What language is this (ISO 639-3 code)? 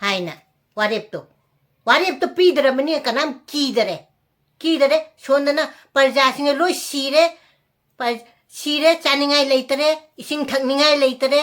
mni